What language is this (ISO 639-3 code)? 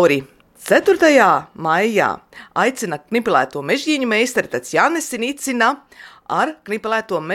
lav